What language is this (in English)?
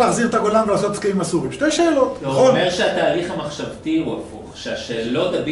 Hebrew